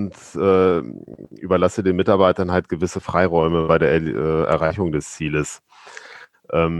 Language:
German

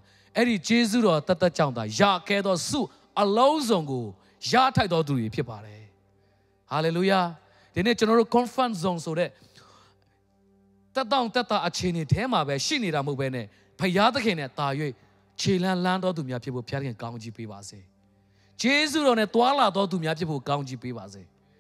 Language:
Burmese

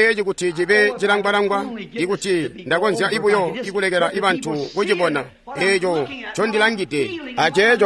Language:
Tonga (Zambia)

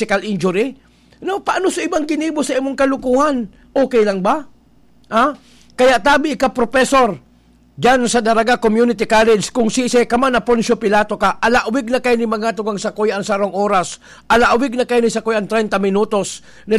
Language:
Bikol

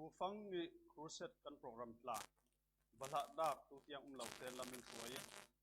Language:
Falam Chin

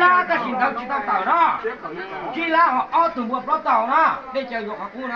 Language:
Hmong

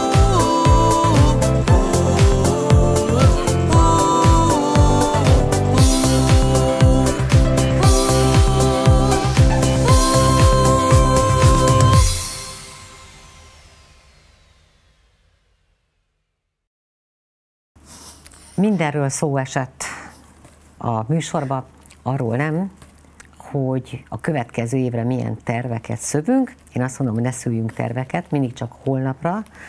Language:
Hungarian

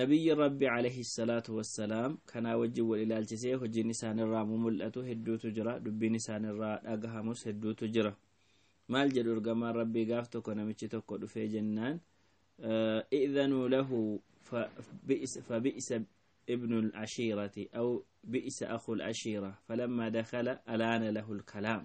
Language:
Oromo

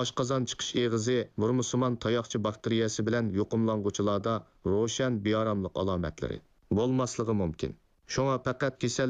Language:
Uyghur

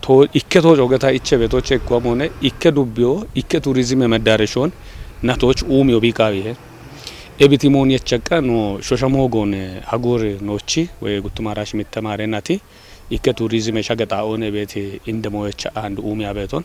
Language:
Kafa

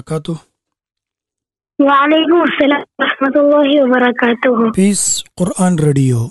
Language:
Malayalam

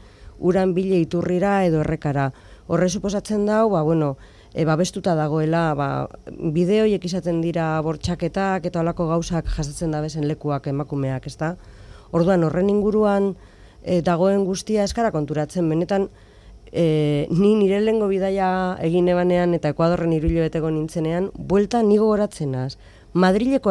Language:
Basque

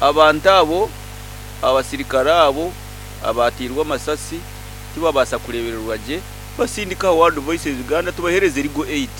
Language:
Nyoro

